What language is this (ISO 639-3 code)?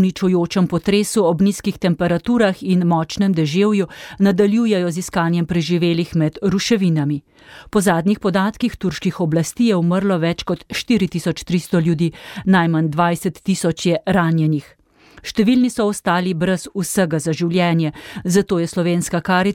slv